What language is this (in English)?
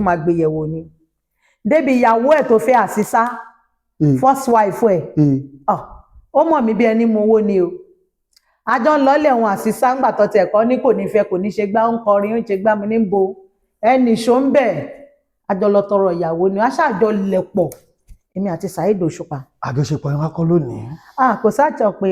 Yoruba